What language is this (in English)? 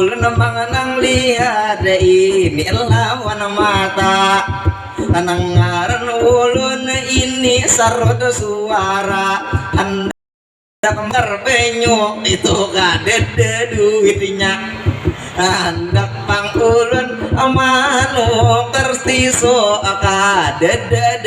Banjar